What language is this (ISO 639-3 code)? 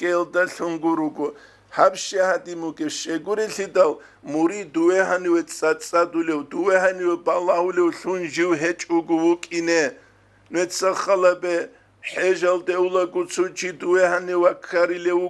ava